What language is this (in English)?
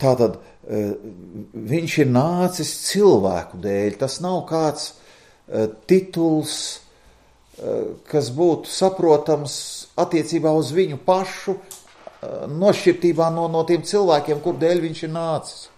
Latvian